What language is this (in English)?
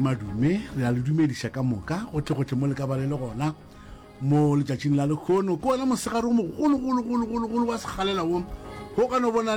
Northern Sotho